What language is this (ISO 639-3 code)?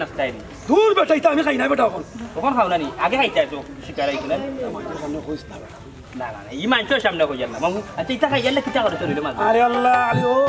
syl